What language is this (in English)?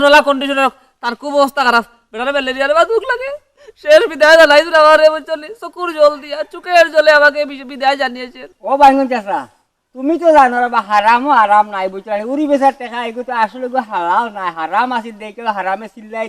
Sylheti